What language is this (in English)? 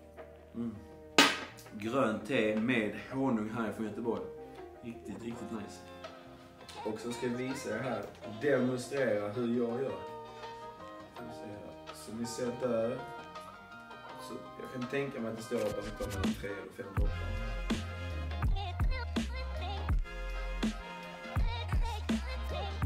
Swedish